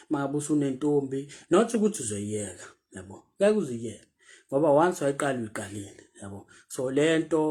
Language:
Zulu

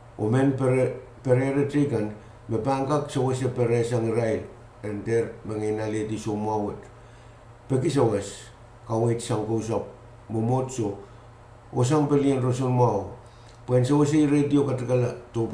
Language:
Pohnpeian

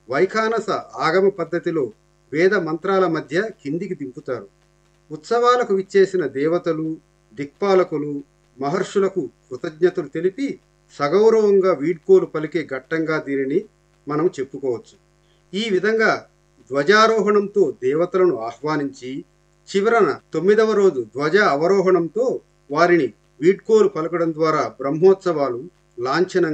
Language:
Telugu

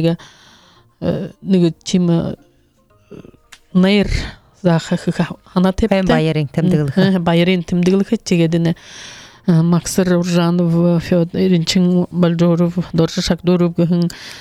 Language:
Buriat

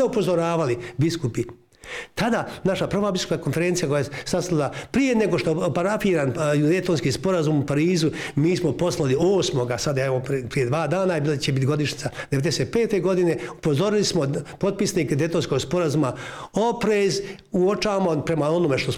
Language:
Bosnian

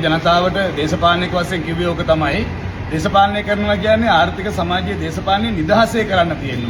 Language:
Sinhala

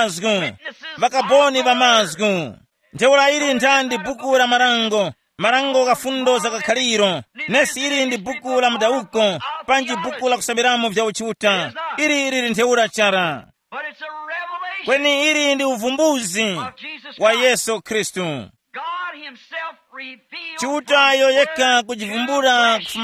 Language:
Tumbuka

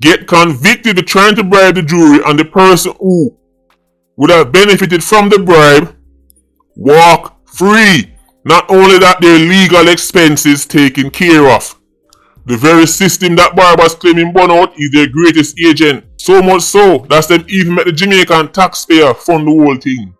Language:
Jamaican Creole English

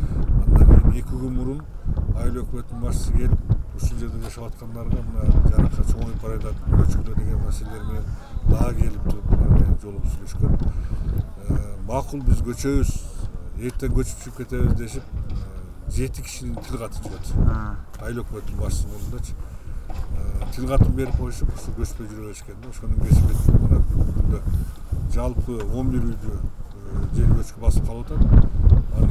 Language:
Kyrgyz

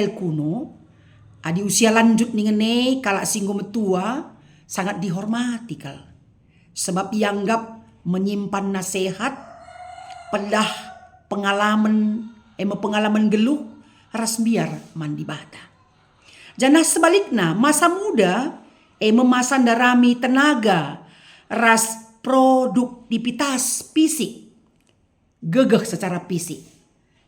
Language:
Batak Karo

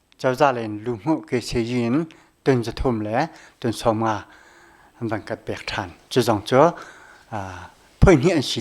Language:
Hakha Chin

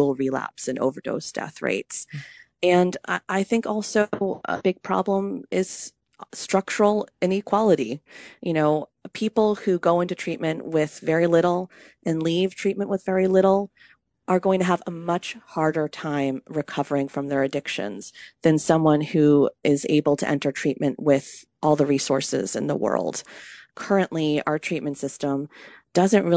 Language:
English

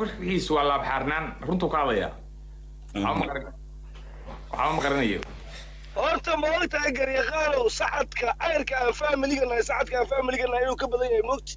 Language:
Somali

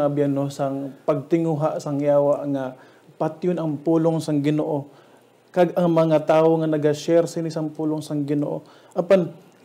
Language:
Hiligaynon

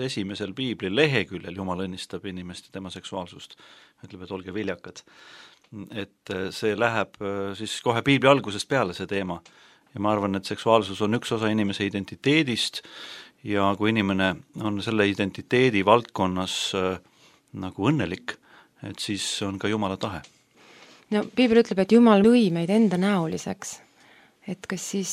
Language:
Estonian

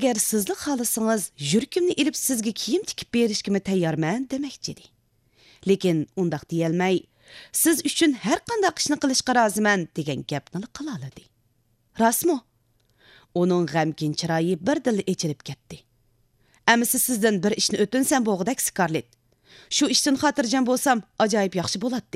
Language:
Uyghur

